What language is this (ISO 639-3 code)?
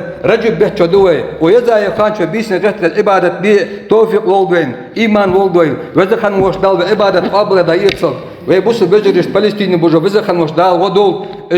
inh